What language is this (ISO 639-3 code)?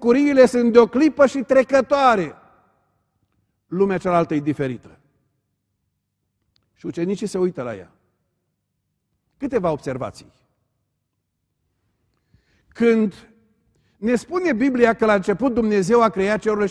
ron